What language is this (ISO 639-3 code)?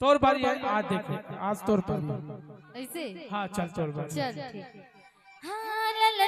hne